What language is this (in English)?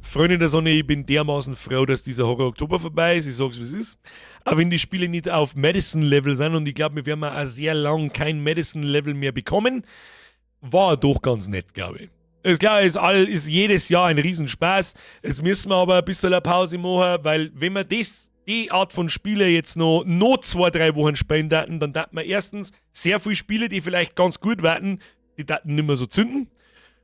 Bavarian